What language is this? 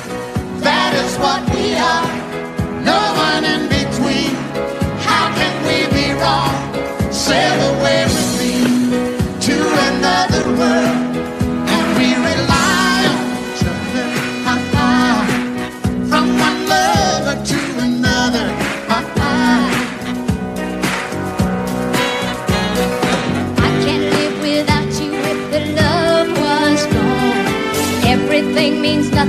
English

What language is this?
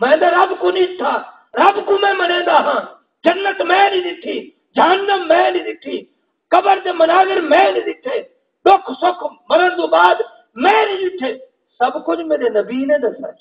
Saraiki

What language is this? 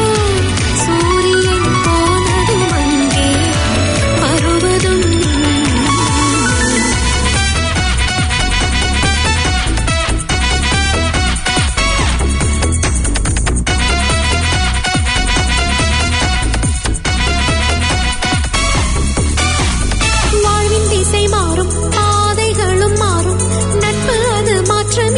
Tamil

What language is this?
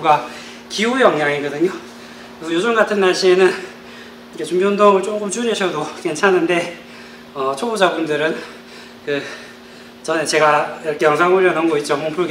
Korean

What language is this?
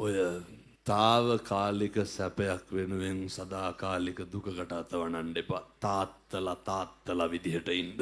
Sinhala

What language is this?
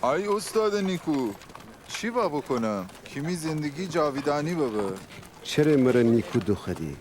Gilaki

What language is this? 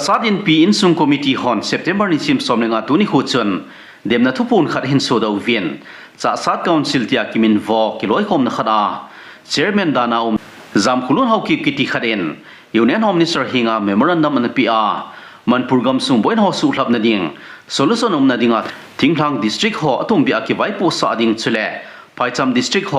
Thado Chin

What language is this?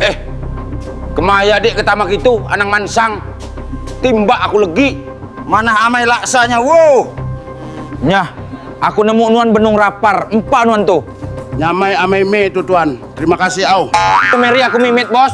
Iban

